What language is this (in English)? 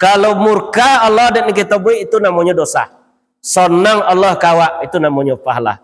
Minangkabau